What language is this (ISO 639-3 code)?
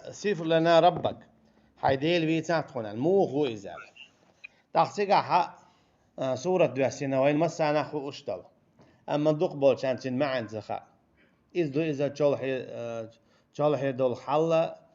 che